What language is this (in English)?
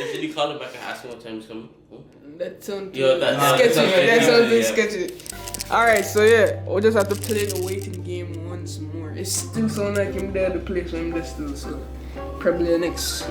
Jamaican Creole English